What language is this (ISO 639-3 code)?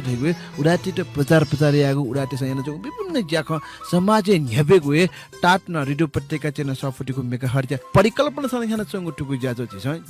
new